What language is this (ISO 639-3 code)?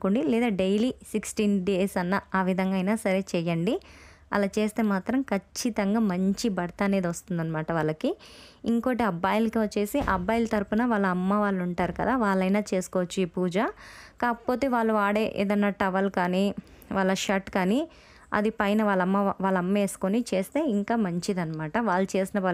tel